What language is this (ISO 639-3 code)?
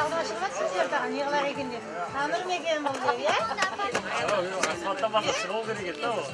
kaa